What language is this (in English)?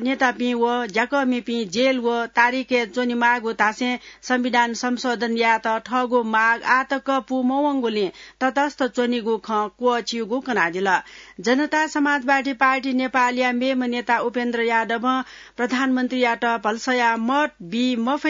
Newari